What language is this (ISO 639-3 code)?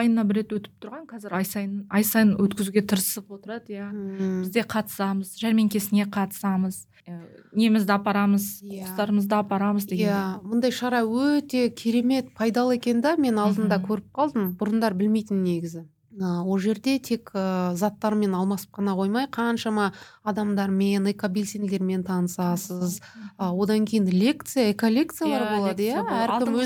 kaz